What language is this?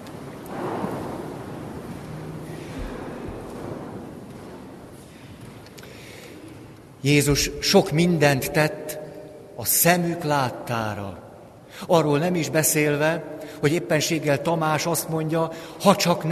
Hungarian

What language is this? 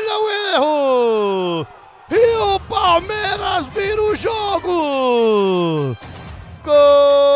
Portuguese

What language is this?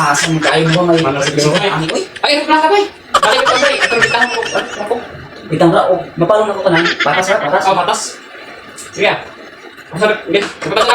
Cebuano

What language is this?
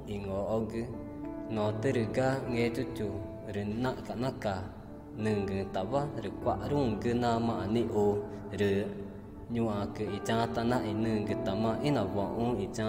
Ticuna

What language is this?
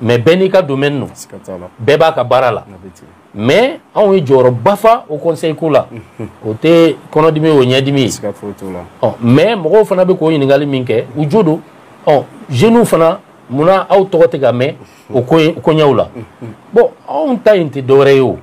Bambara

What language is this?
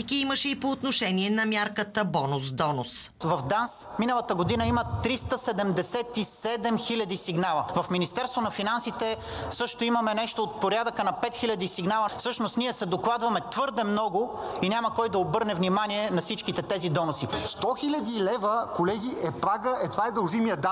Bulgarian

